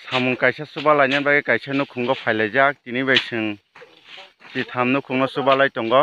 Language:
Kok Borok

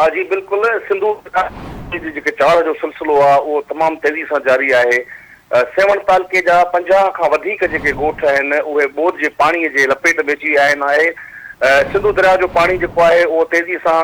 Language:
Sindhi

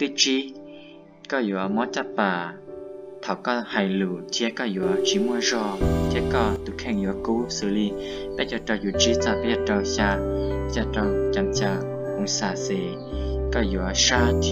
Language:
Hmong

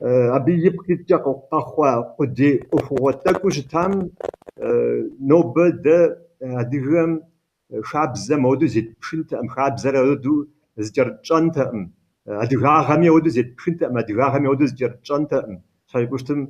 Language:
Kabardian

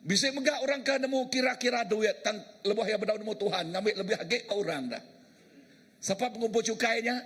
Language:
Iban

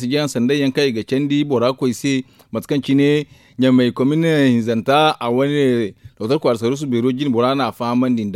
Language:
Zarma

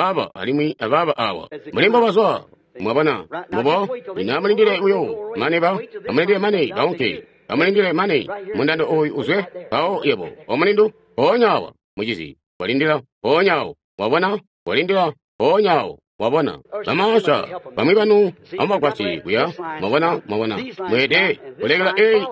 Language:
Tonga (Zambia)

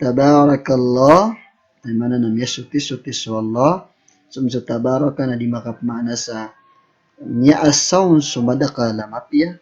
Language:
Maranao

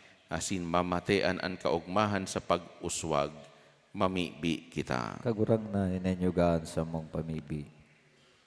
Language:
Bikol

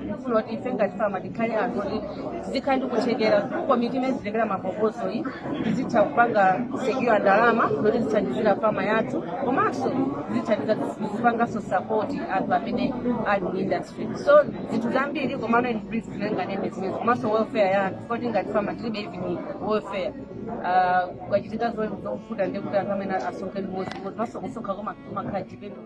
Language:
Nyanja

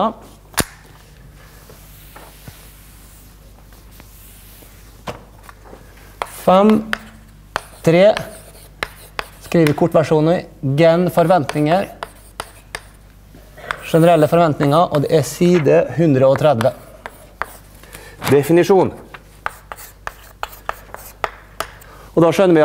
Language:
Norwegian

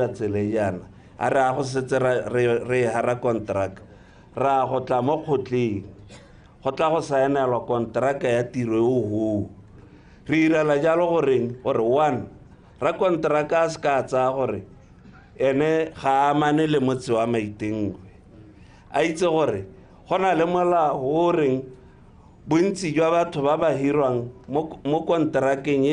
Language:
Tswana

